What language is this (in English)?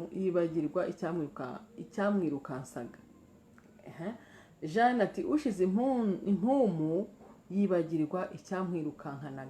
Kinyarwanda